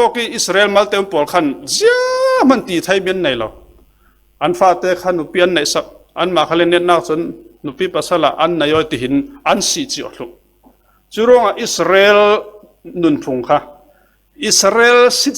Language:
Falam Chin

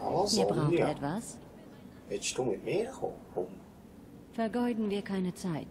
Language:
Swiss German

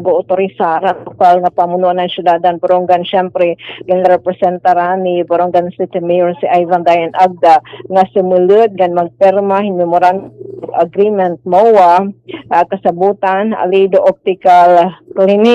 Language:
Waray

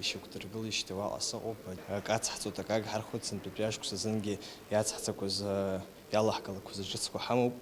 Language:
Abkhazian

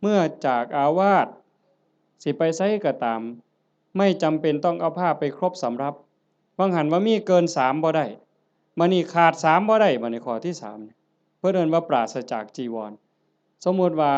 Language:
Northeastern Thai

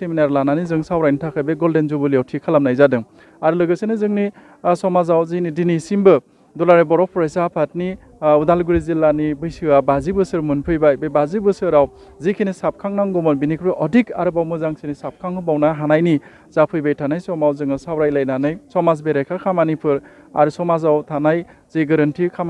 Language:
Bodo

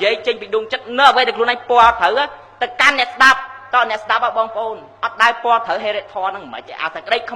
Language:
Khmer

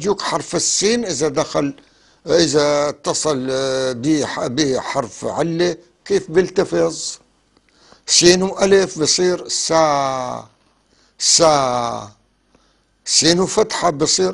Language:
North Levantine Arabic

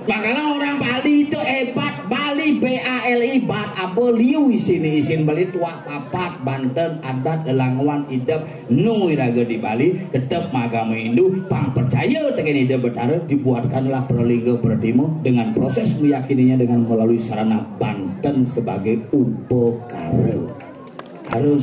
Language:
Balinese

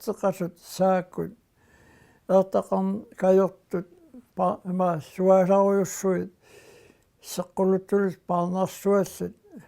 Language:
Kalaallisut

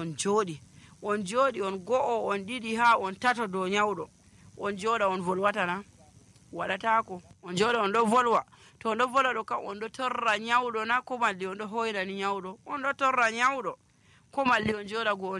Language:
Nigerian Fulfulde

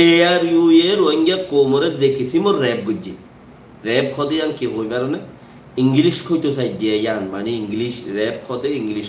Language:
Rohingya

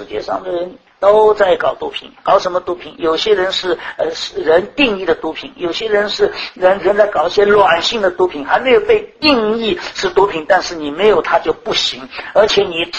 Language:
Chinese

